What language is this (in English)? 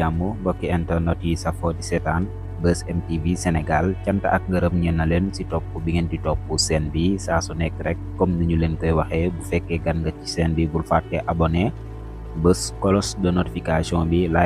Wolof